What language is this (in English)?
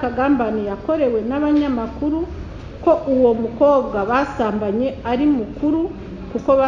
Kinyarwanda